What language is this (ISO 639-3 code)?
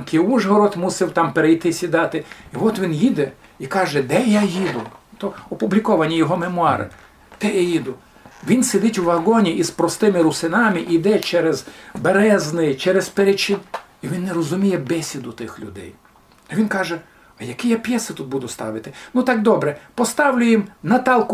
rue